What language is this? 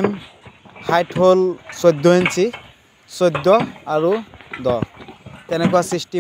Assamese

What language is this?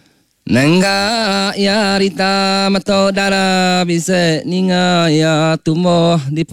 Iban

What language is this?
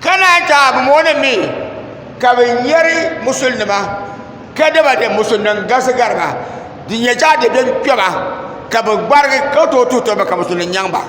Dagbani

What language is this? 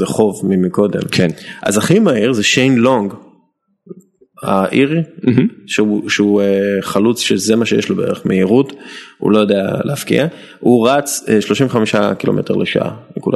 Hebrew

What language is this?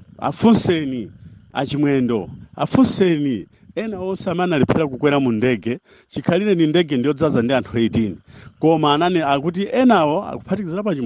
Nyanja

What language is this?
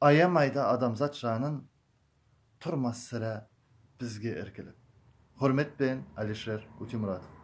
Kara-Kalpak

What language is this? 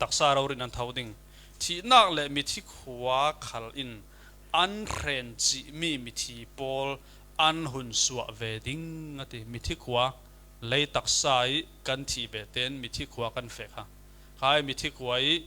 Falam Chin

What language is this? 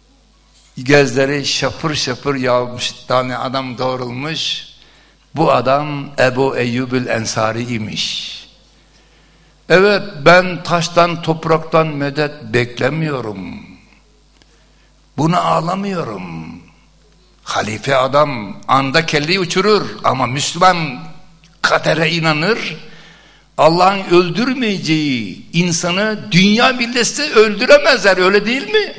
Turkish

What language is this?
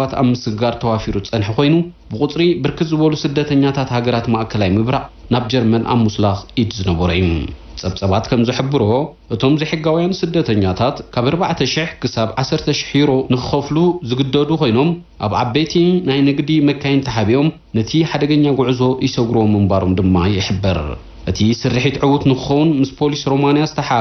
Tigrinya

